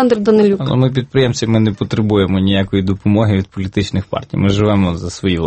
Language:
Ukrainian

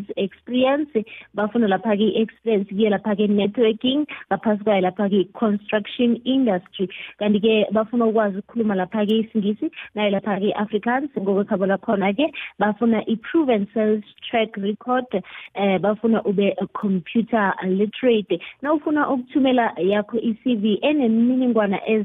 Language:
South Ndebele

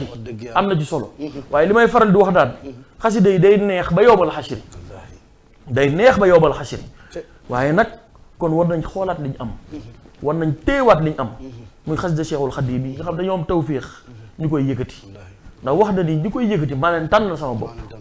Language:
Wolof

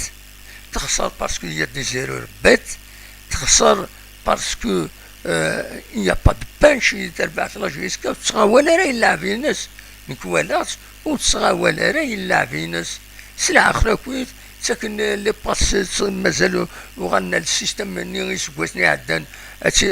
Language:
Kabyle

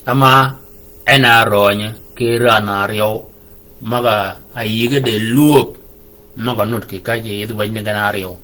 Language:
Shilluk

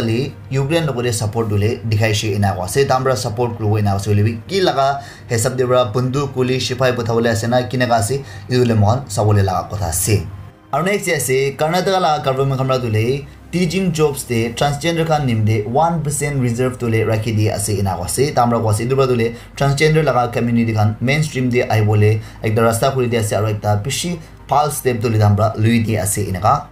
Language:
Naga Pidgin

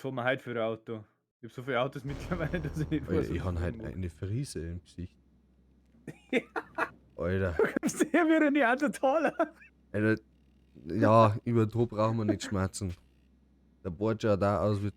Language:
Bavarian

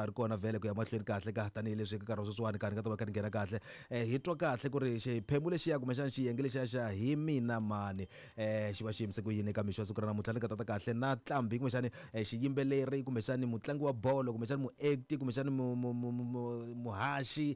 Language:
Tsonga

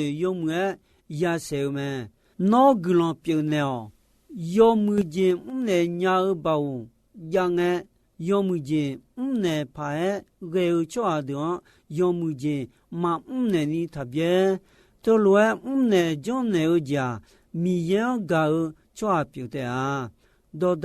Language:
Akha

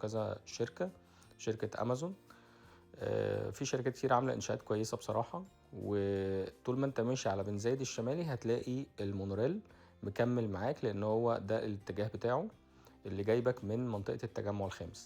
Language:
Egyptian Arabic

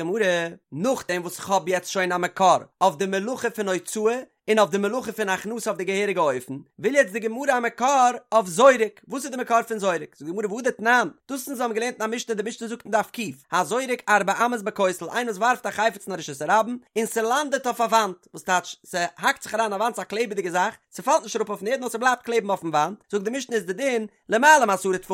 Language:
Yiddish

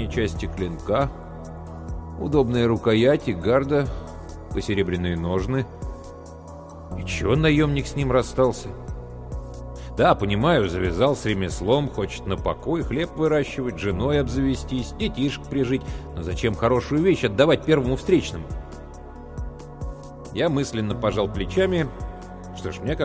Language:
Russian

